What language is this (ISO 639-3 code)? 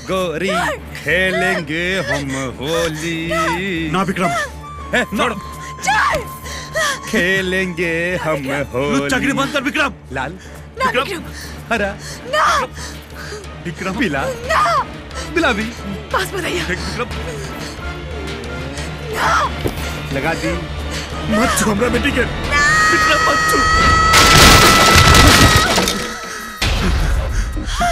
bho